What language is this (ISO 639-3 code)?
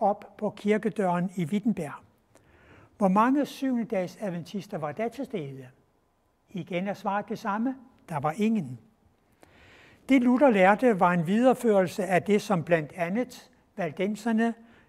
dan